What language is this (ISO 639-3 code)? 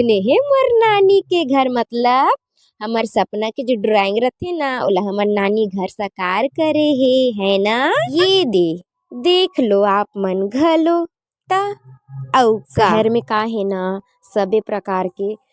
hne